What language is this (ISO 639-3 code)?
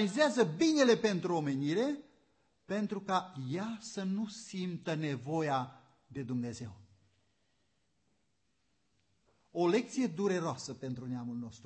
ron